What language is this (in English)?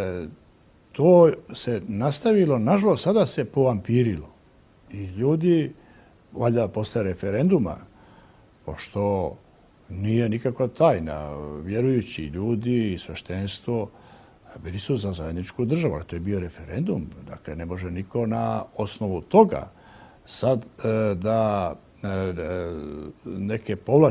Serbian